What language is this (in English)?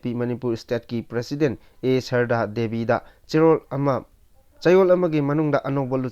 Manipuri